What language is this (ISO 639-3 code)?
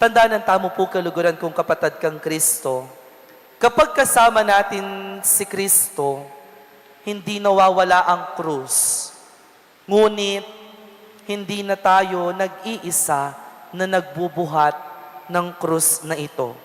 pam